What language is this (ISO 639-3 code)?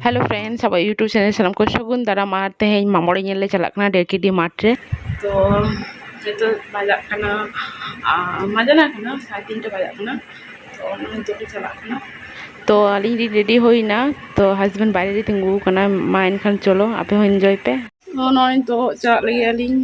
sat